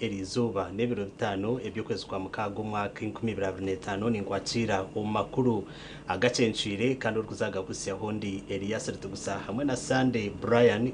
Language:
Nyankole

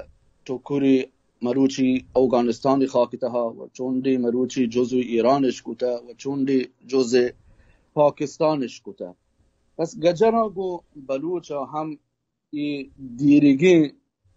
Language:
Baluchi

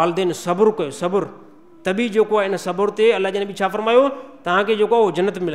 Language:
Sindhi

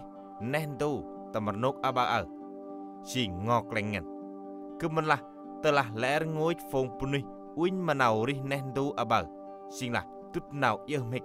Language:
Central Mnong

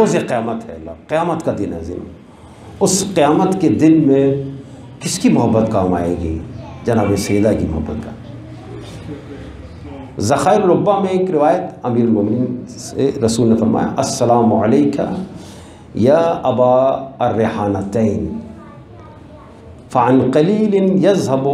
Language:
Urdu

